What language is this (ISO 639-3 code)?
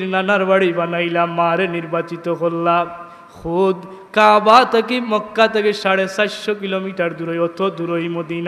syl